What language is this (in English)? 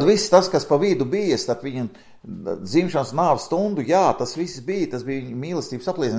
Latvian